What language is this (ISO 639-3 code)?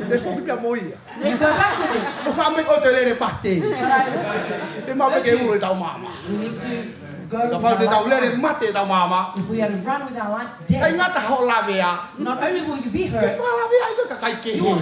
ton